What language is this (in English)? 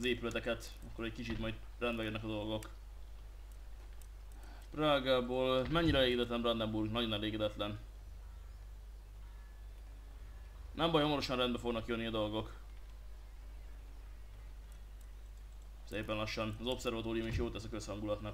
Hungarian